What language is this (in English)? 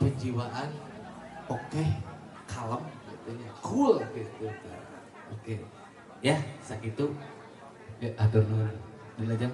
Sundanese